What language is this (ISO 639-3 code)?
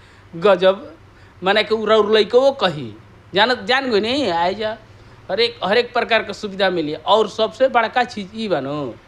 bho